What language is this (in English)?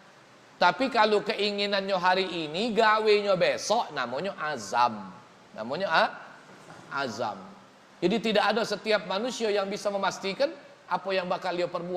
Musi